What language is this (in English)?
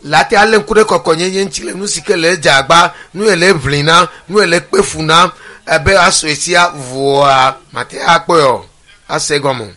Ewe